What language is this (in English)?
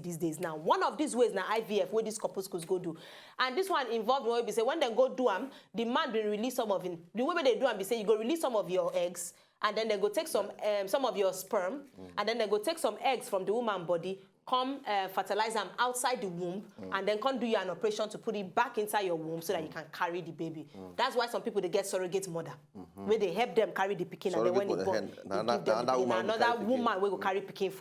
Nigerian Pidgin